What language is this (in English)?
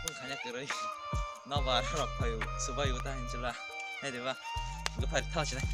Kok Borok